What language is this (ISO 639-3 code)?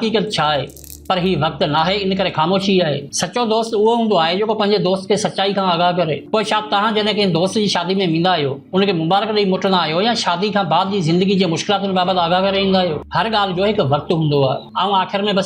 snd